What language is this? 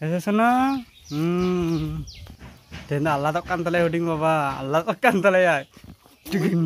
Santali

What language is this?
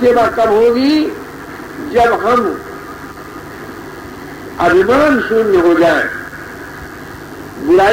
Hindi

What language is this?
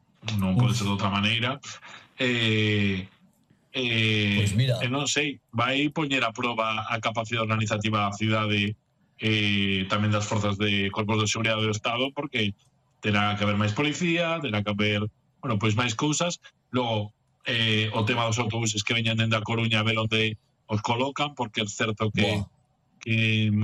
Galician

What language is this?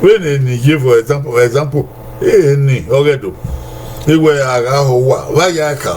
Bini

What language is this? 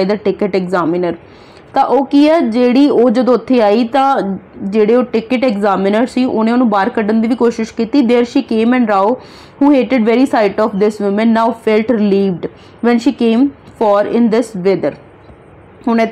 Punjabi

